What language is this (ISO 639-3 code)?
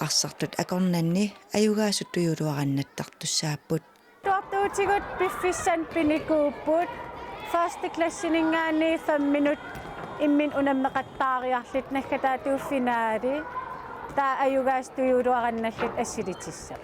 kal